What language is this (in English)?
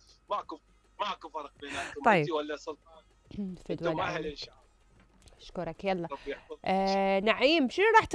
Mesopotamian Arabic